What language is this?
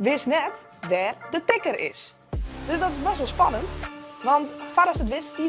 Western Frisian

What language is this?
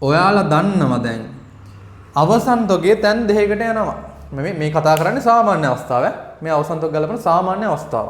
Sinhala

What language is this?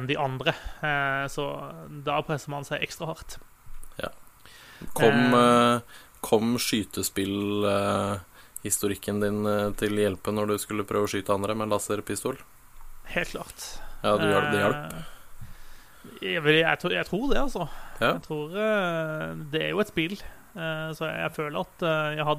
Norwegian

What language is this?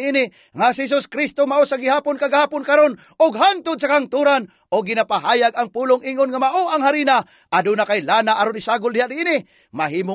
Cebuano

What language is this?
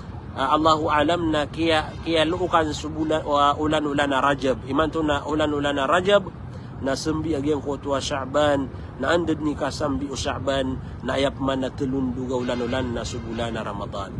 Maranao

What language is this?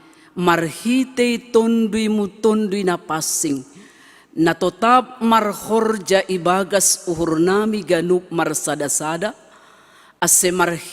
Batak Simalungun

